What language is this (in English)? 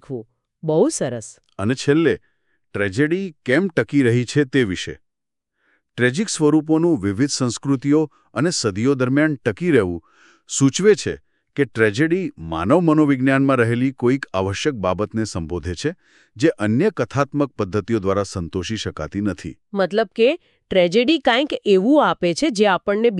Gujarati